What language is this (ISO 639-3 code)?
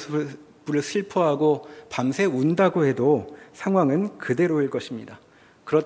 kor